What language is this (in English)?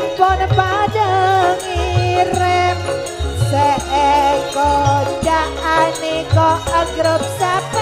Madurese